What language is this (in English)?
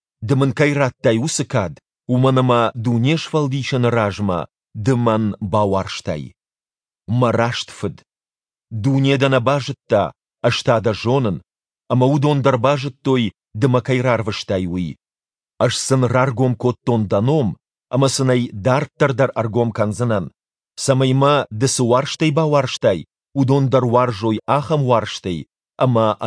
Ossetic